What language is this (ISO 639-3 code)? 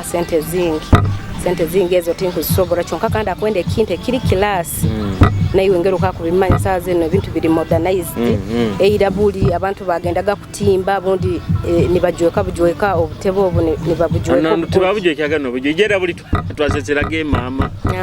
nyo